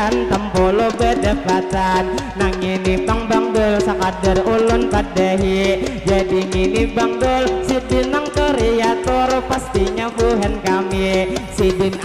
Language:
Banjar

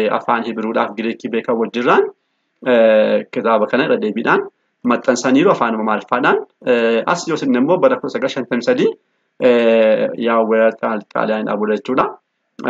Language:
Oromo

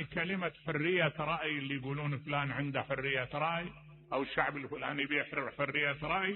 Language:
Mesopotamian Arabic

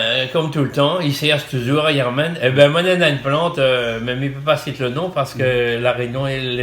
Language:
Réunion Creole French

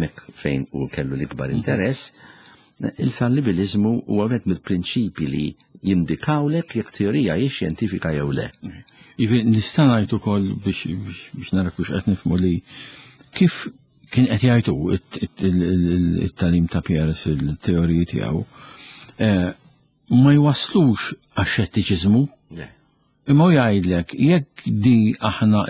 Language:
Maltese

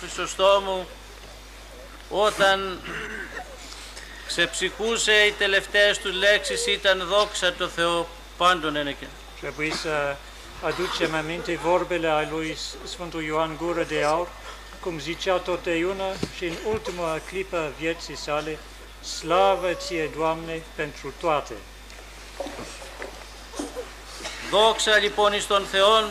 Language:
Romanian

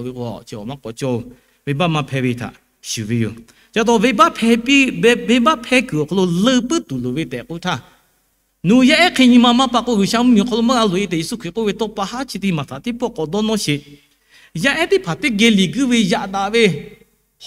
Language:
Lahu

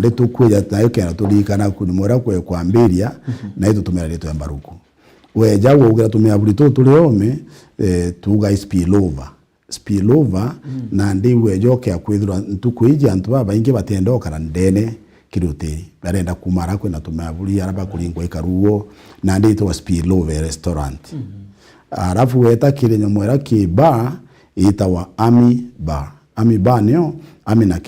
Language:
Meru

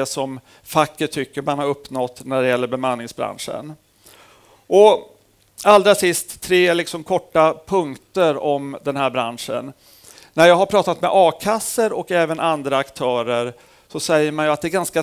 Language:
Swedish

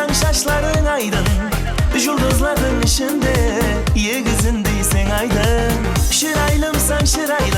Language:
Kara-Kalpak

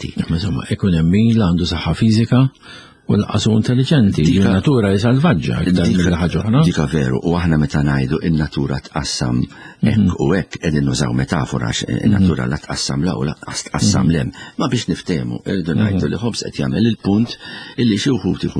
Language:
Maltese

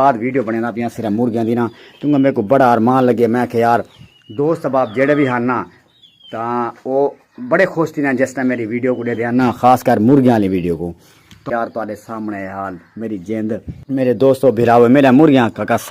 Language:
Saraiki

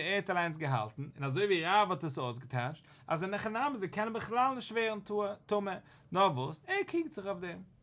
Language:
Yiddish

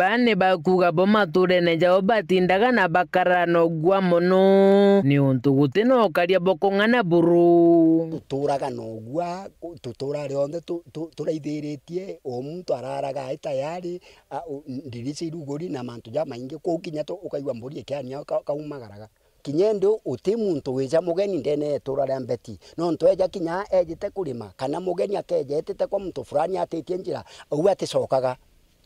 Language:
Meru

